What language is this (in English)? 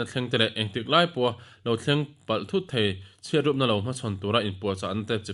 Mizo